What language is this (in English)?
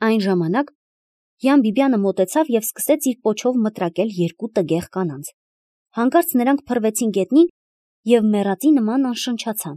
Armenian